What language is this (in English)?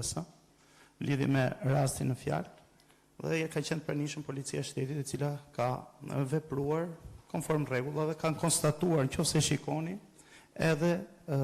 Albanian